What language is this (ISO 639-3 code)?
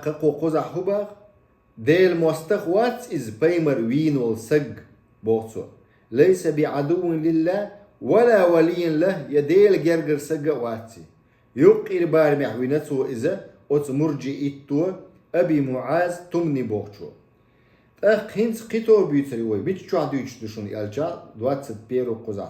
che